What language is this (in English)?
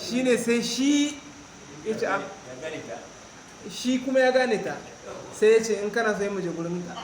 Hausa